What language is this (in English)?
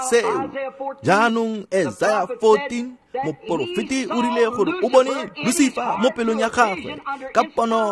Tswana